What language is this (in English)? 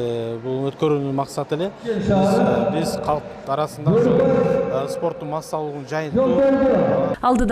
Kyrgyz